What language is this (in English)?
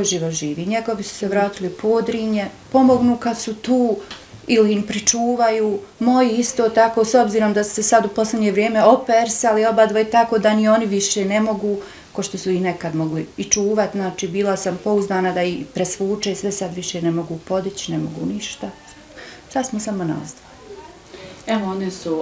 Bosnian